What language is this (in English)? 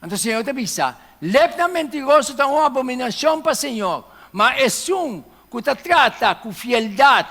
Papiamento